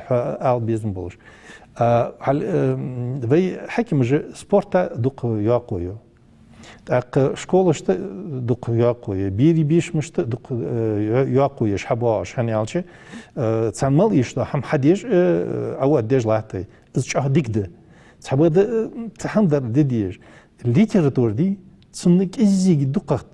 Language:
Ingush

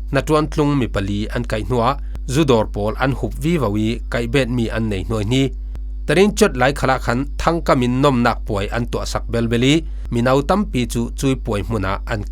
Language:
Falam Chin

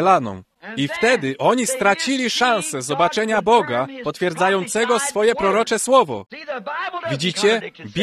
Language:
Polish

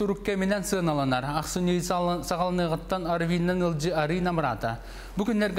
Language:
Yakut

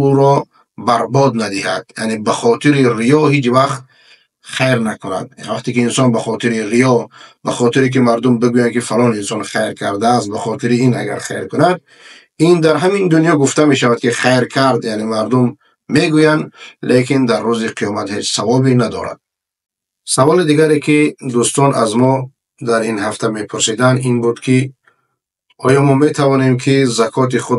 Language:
Persian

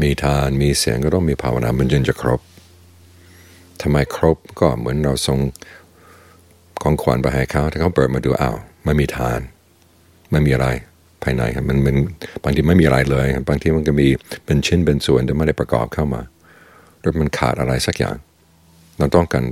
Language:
Thai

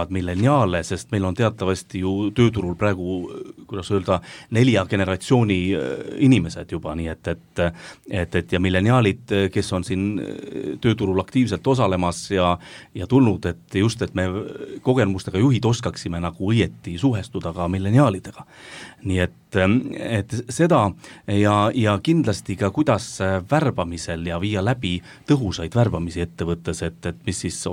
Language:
Estonian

